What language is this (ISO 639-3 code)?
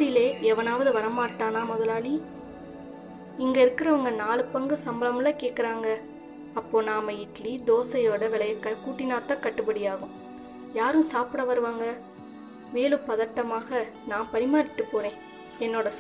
tam